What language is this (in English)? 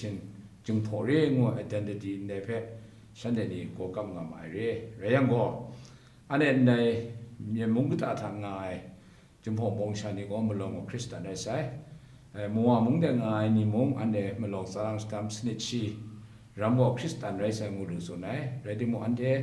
Kachin